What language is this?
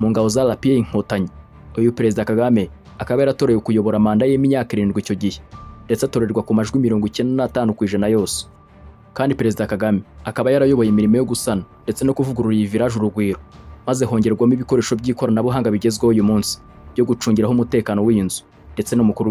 Kinyarwanda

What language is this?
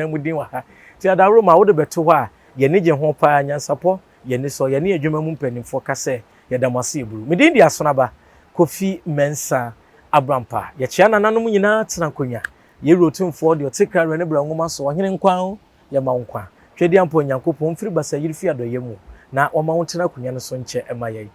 Akan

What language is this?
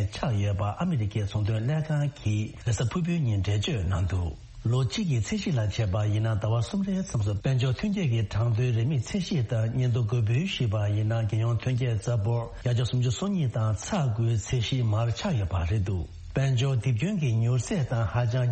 Tibetan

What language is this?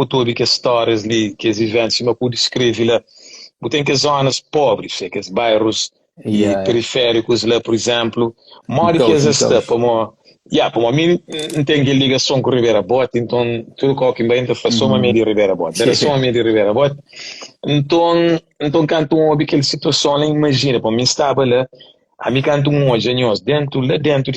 Kabuverdianu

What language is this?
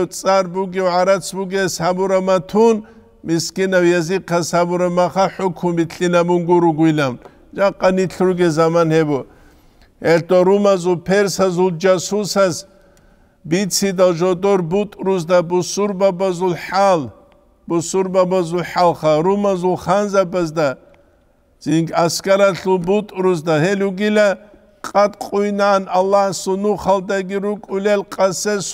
Avaric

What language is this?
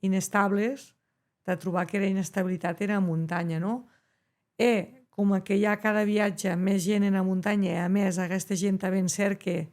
Occitan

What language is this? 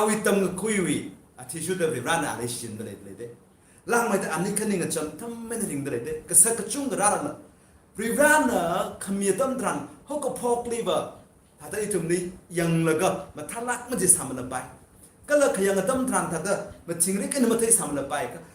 Tangkhul Naga (India)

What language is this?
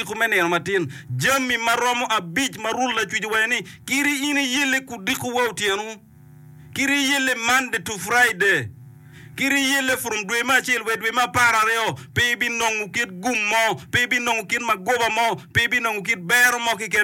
Acoli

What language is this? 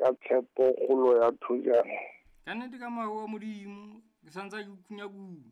Southern Sotho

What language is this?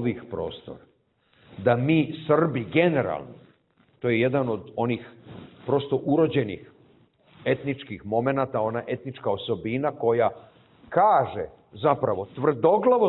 Serbian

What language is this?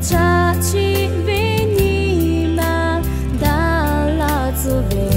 Lahu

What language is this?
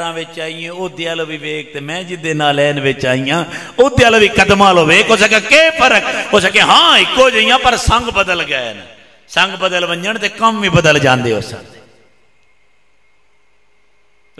Western Panjabi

